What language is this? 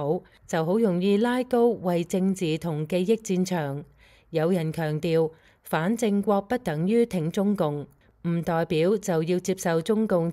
Cantonese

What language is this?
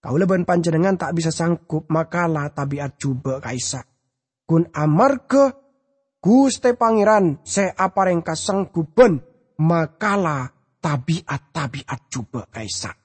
Madurese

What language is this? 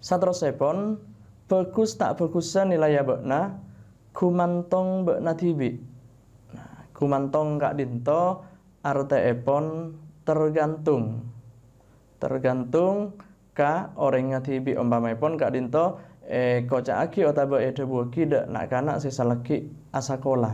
Madurese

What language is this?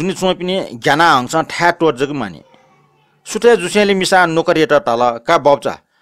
Newari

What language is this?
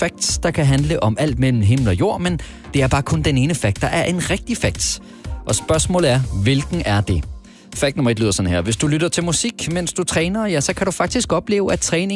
Danish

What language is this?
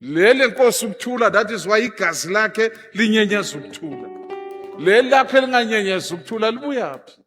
Zulu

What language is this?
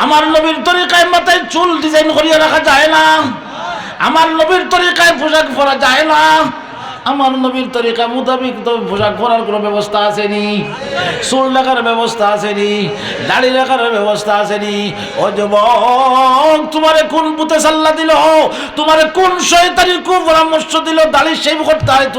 Sylheti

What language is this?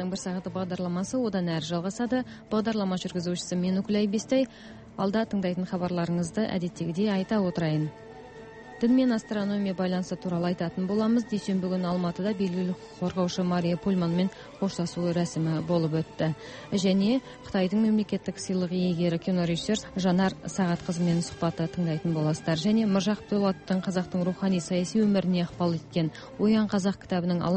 Kazakh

